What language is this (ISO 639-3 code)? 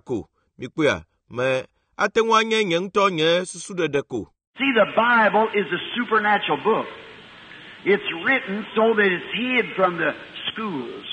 ewe